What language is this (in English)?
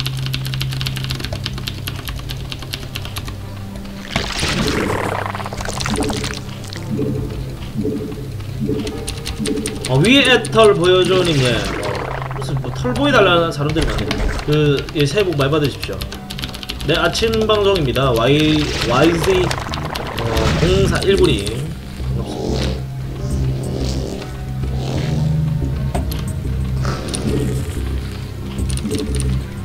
Korean